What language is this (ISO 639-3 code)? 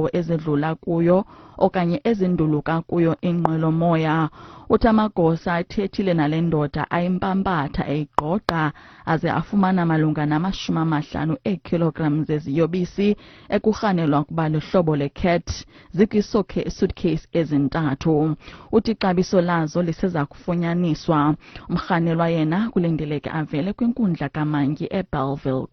xho